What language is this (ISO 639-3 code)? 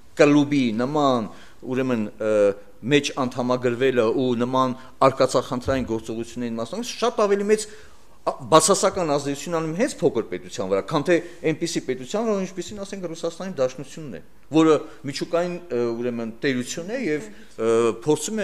hye